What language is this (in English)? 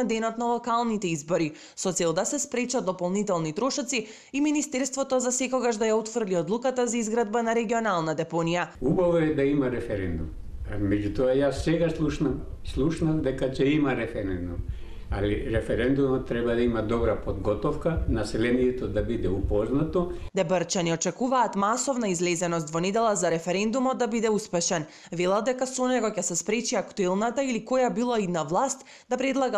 Macedonian